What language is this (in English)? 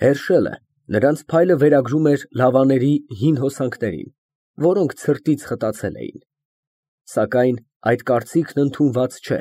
Armenian